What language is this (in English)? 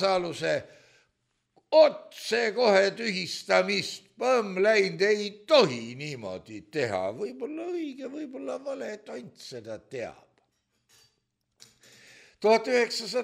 Estonian